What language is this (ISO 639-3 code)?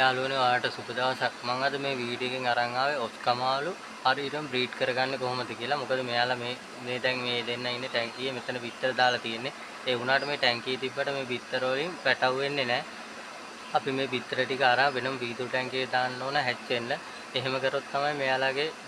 sin